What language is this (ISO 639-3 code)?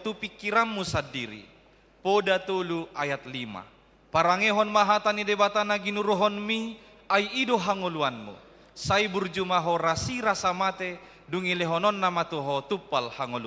bbc